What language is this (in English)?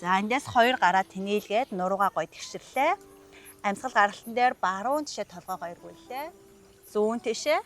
Mongolian